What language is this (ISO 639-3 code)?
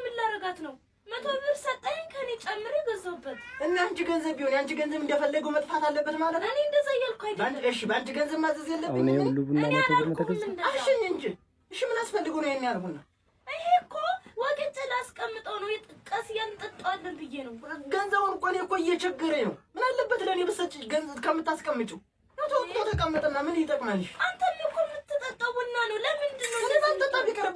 amh